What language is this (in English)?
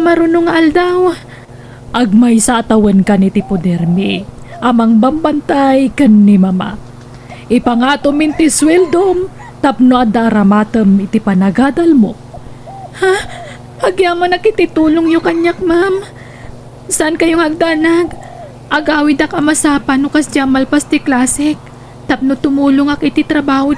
Iloko